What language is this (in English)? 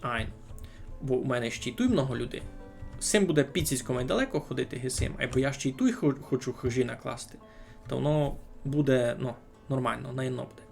Rusyn